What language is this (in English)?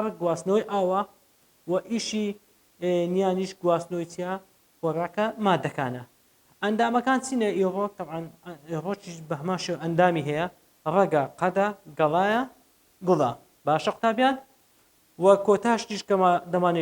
Central Kurdish